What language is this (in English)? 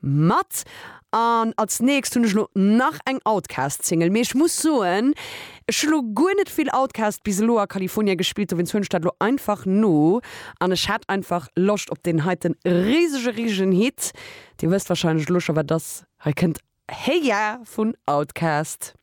Luxembourgish